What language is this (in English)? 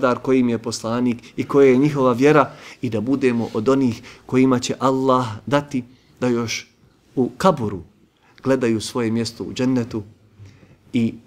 Bosnian